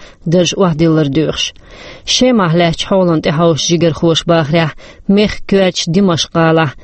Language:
Chechen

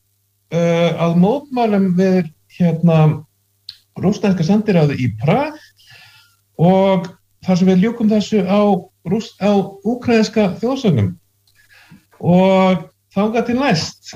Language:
Icelandic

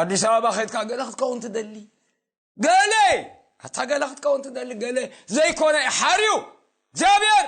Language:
Tigrinya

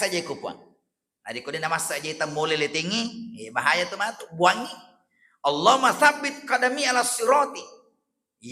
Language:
Buginese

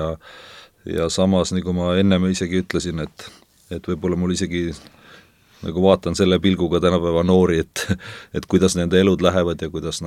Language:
Estonian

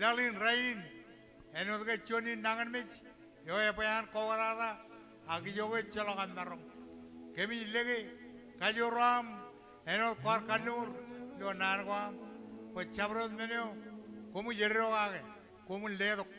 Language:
Marshallese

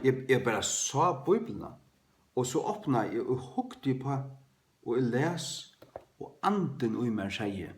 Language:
Faroese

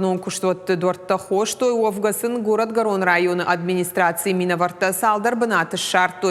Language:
Ossetic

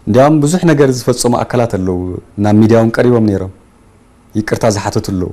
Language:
Tigrinya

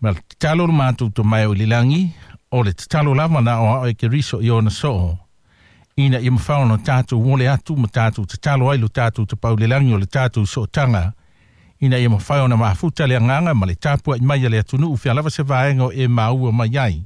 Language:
Samoan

